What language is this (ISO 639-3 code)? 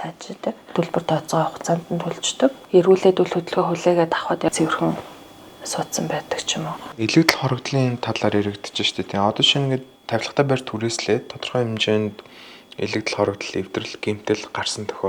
mon